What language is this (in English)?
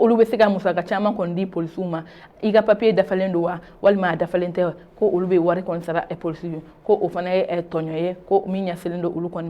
Bambara